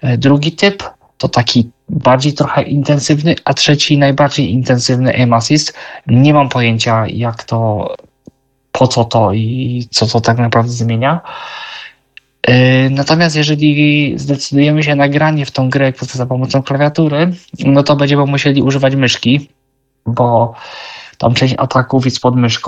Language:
Polish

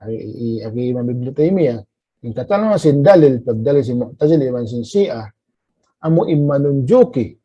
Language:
Tausug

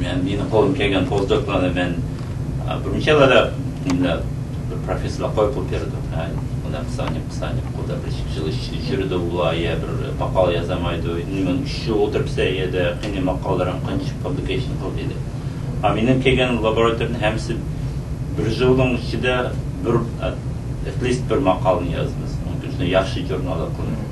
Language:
Uyghur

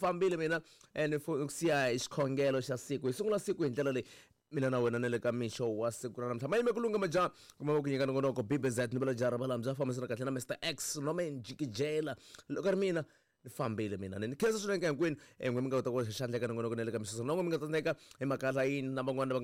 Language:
Tsonga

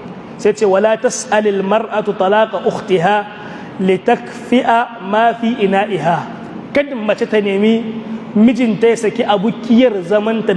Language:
Hausa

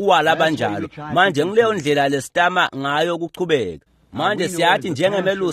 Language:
Swati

